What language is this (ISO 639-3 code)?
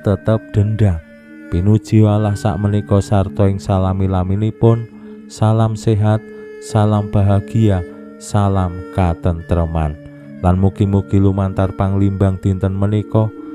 jav